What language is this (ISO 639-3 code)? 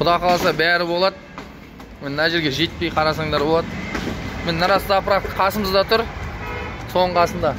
kaz